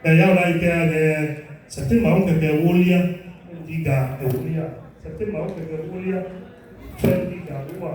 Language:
Ewe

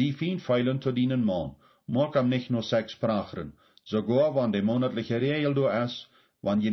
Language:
Plautdietsch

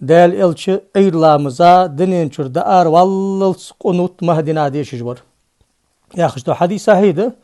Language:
Ingush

